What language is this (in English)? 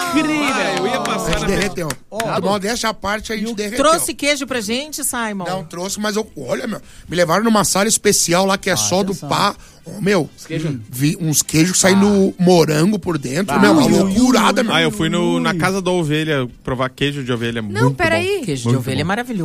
Portuguese